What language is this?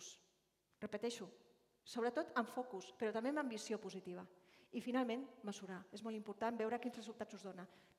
Catalan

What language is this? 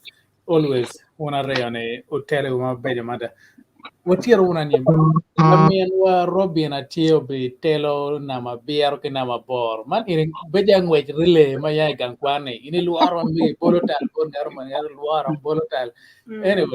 Acoli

